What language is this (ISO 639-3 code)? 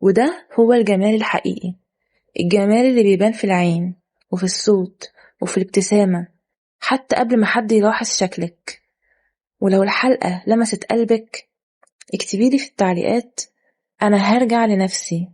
arz